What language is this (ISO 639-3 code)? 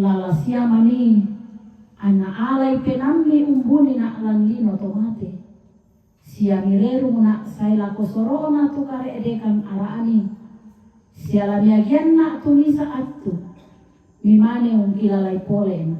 sda